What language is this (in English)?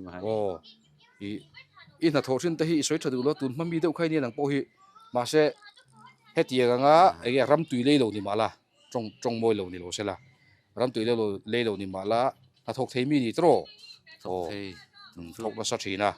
Mizo